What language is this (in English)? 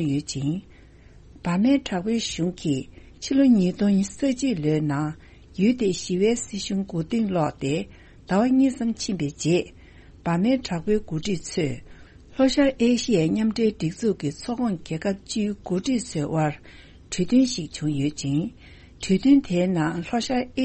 Tibetan